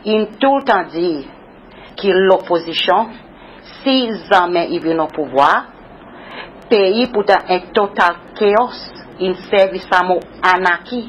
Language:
Seselwa Creole French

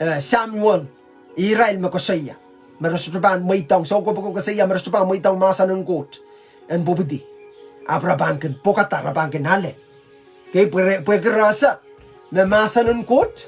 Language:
Pohnpeian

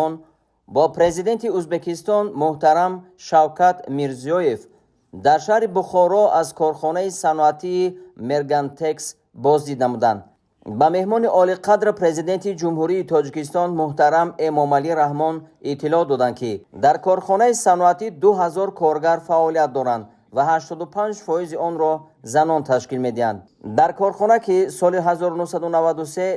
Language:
Tajik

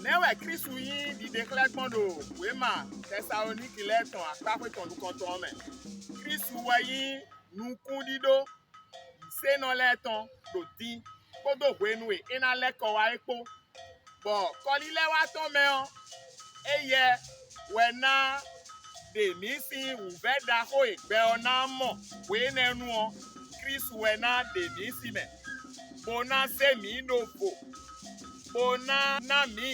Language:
Fon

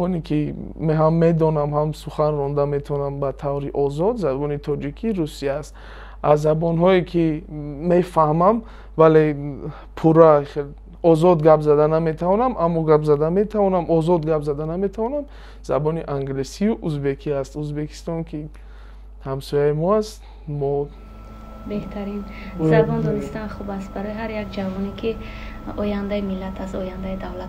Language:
Tajik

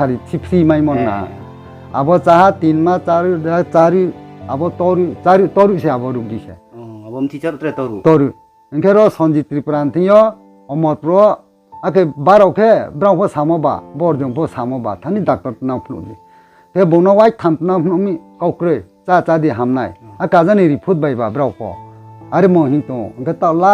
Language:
Riang (India)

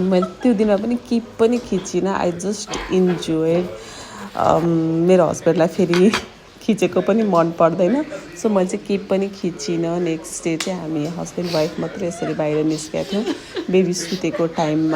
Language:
Nepali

